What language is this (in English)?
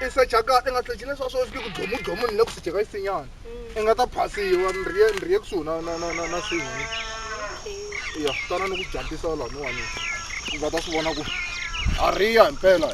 Tsonga